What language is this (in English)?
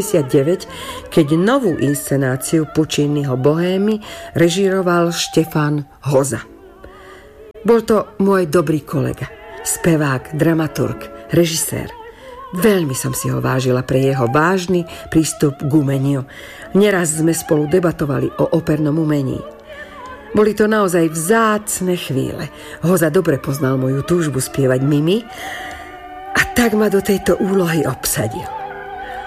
Slovak